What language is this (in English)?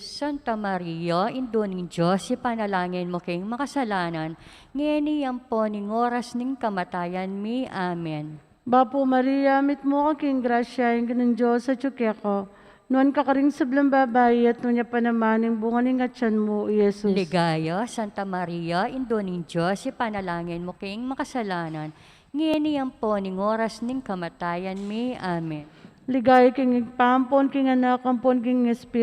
Pampanga